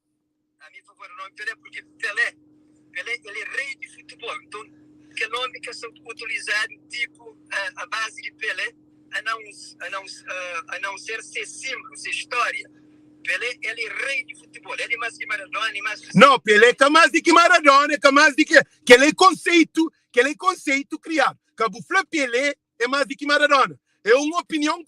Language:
Kabuverdianu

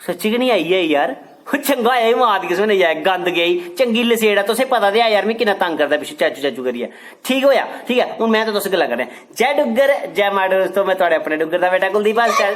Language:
Dogri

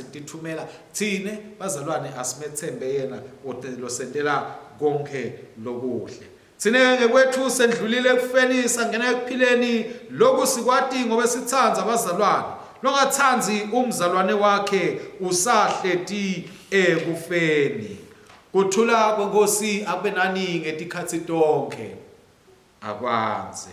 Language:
Swati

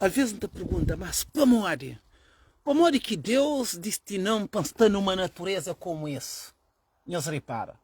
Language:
Kabuverdianu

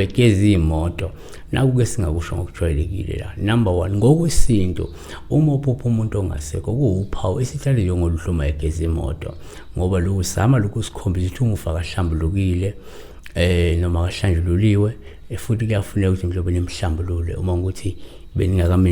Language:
Zulu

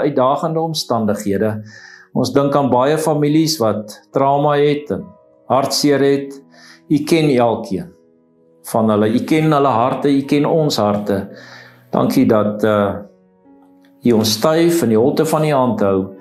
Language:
Afrikaans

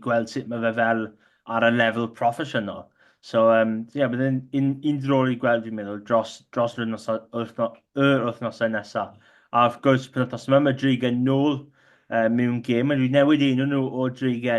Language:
Welsh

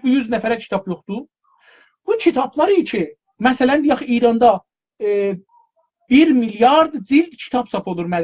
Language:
South Azerbaijani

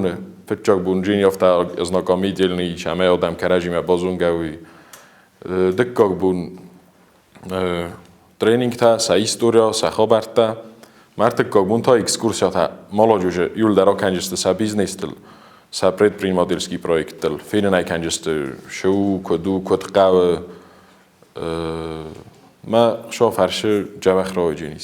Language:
Ossetic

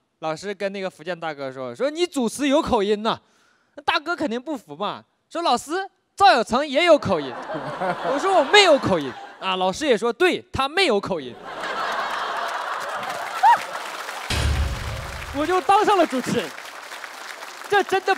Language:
Chinese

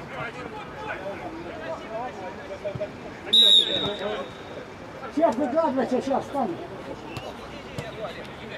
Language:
Russian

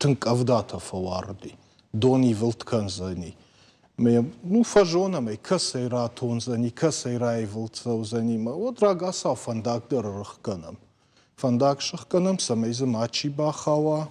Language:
Ossetic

